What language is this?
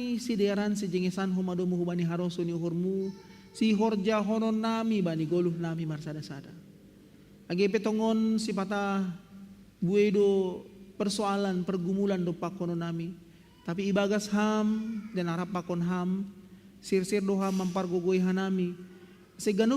Batak Simalungun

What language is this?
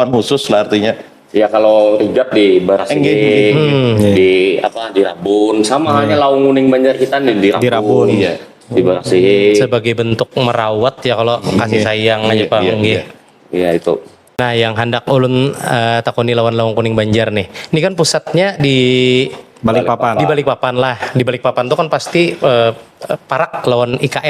Banjar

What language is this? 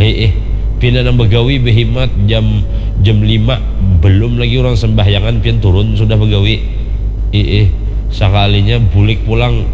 Banjar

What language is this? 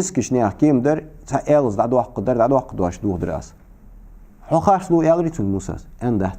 Ingush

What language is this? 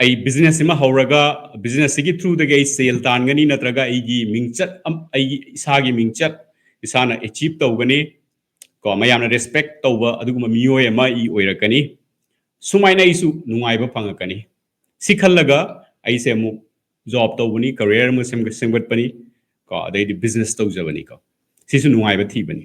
Manipuri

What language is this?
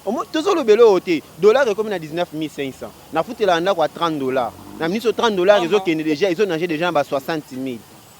Lingala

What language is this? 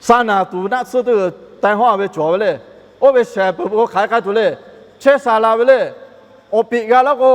Lahu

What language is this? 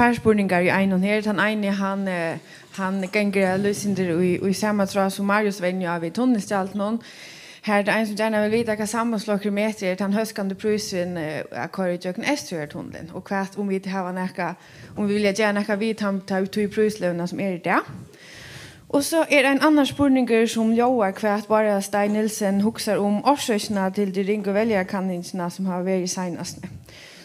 Faroese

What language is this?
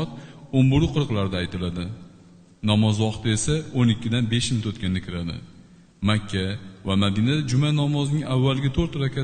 Uzbek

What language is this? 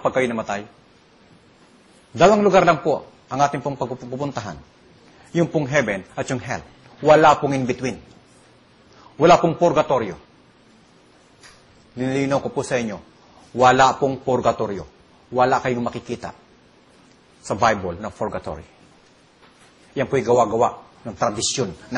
Filipino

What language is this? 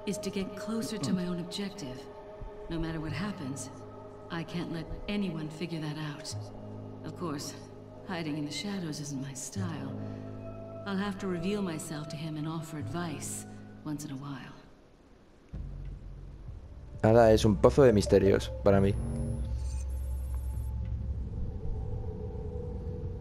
Spanish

